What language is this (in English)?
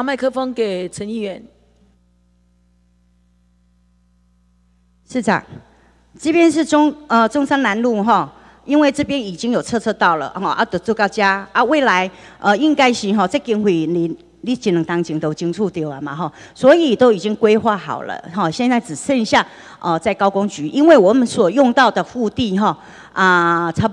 Chinese